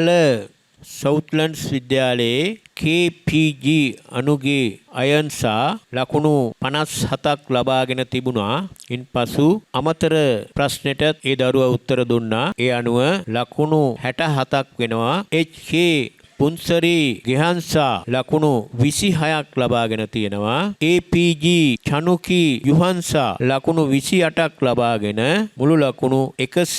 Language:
Sinhala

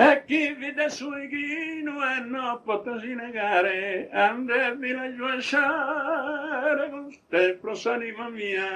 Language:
Sardinian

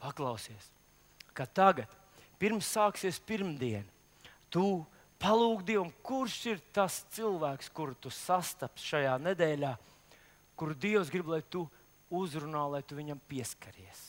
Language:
Latvian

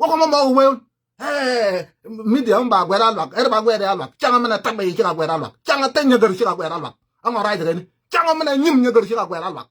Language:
Nuer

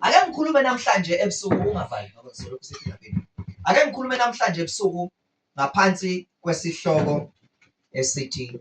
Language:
Zulu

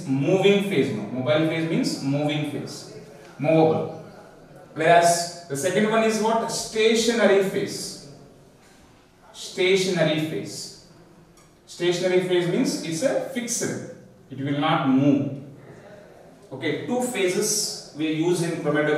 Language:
English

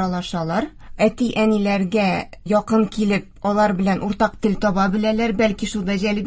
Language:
Tatar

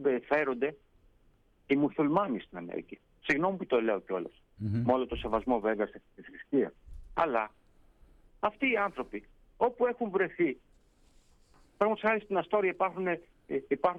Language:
Greek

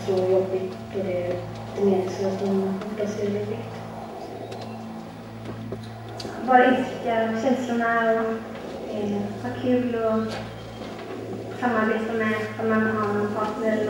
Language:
Swedish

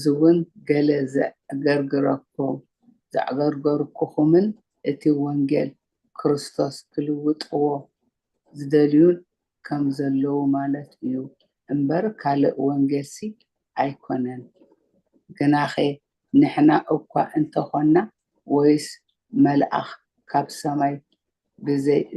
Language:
Tigrinya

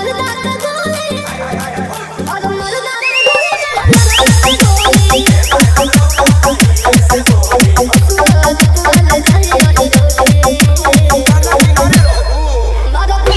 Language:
Bhojpuri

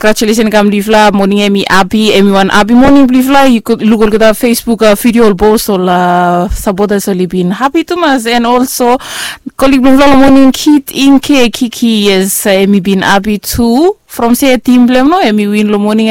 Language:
Bislama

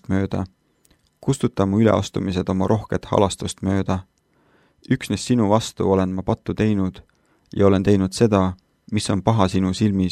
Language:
Estonian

